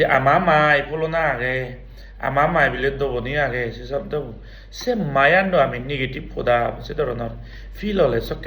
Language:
Chakma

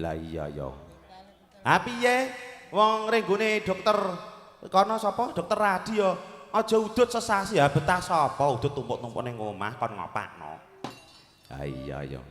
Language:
Javanese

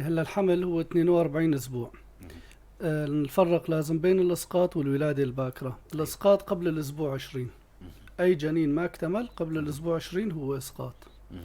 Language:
North Levantine Arabic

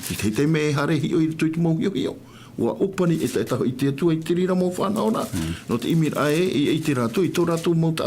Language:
Tahitian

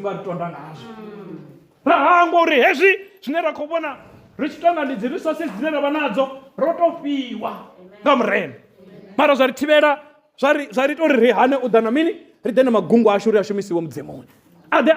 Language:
Venda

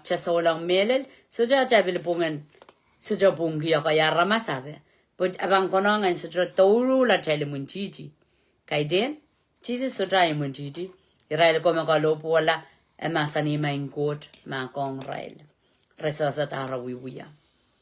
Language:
Pohnpeian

